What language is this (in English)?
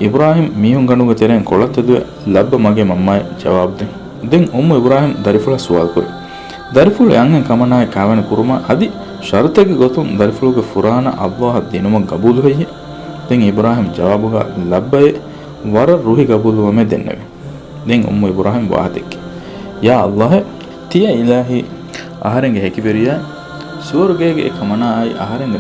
Divehi